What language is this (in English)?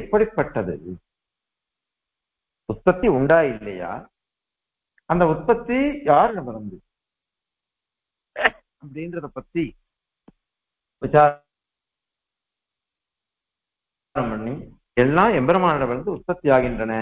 Tamil